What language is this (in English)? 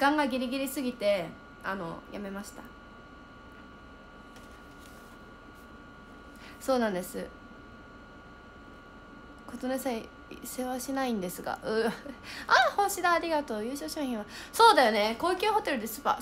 Japanese